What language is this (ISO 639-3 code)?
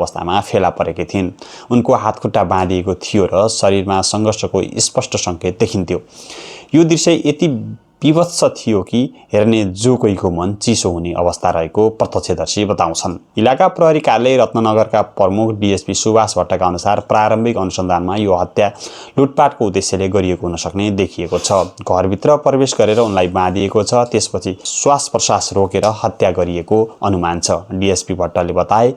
nep